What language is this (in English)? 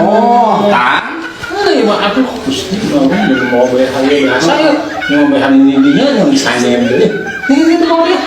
Sundanese